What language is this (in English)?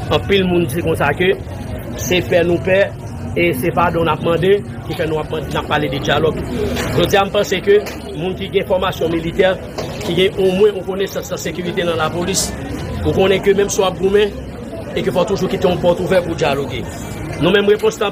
Haitian Creole